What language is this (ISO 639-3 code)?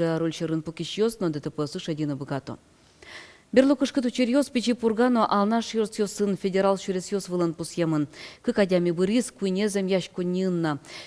udm